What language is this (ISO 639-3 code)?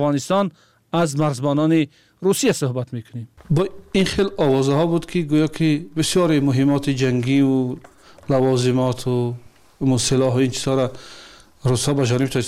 tgk